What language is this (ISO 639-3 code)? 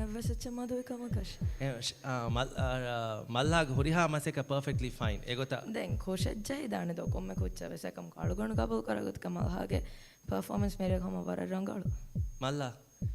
div